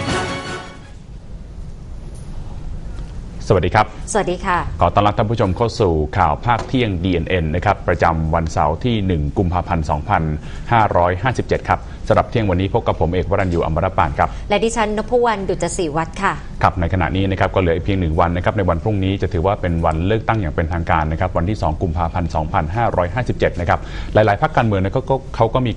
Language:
Thai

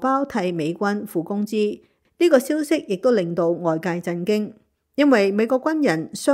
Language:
Cantonese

